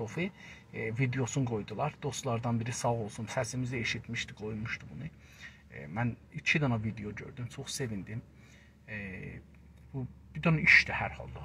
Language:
South Azerbaijani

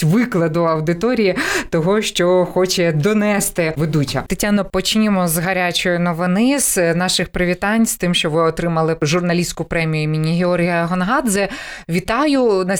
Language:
Ukrainian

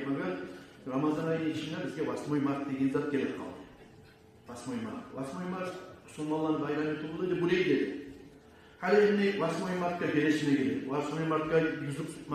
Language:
Kumyk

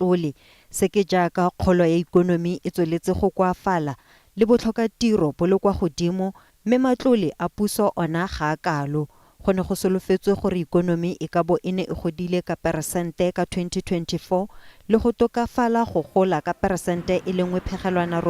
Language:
Tswana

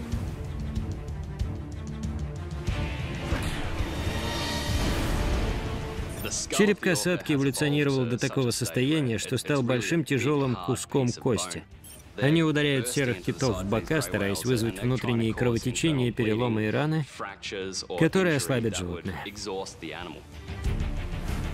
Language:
Russian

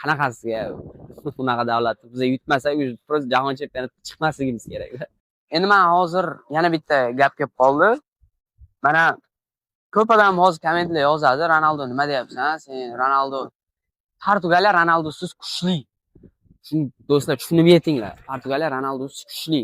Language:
Uzbek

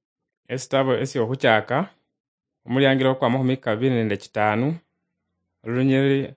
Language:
Luyia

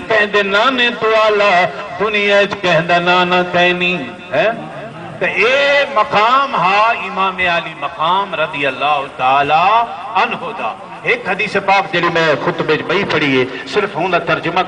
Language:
Saraiki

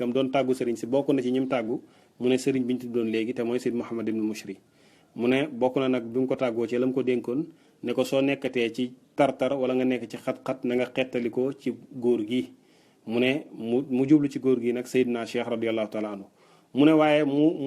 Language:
Wolof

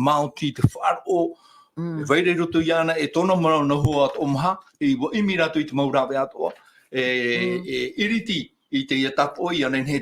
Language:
Tahitian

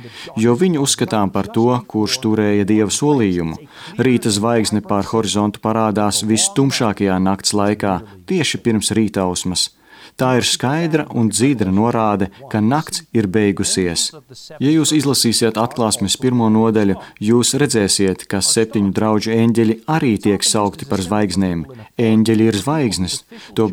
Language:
Latvian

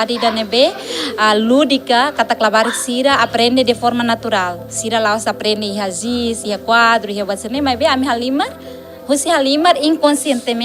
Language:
Tetum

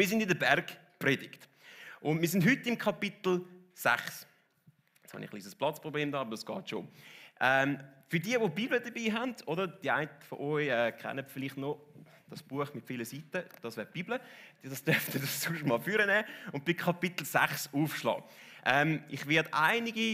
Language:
Swiss German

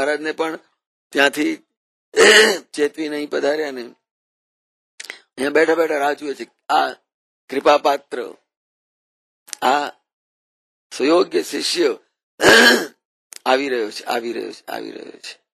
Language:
Gujarati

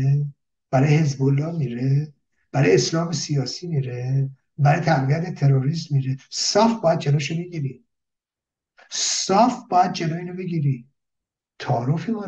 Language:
Persian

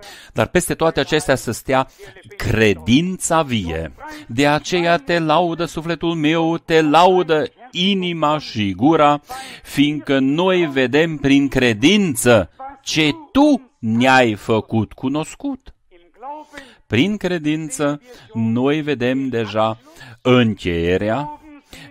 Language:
Romanian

